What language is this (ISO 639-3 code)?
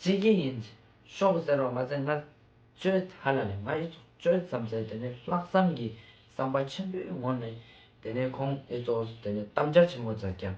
lbj